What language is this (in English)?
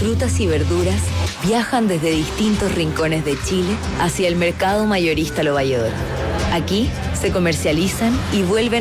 Spanish